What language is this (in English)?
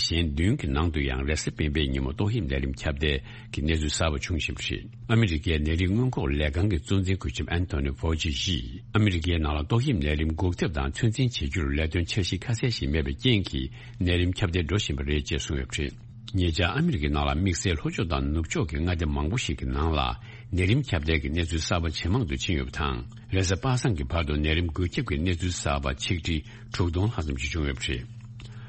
Tibetan